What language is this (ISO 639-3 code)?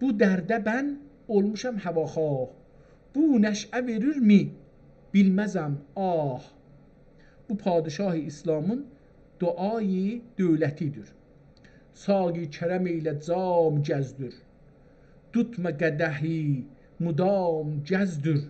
azb